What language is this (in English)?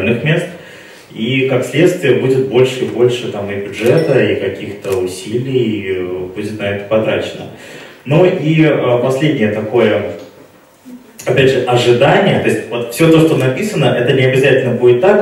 Russian